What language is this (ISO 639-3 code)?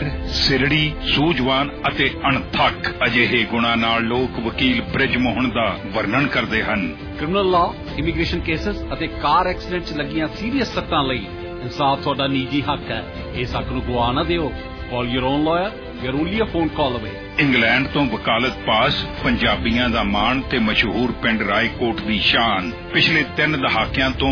pan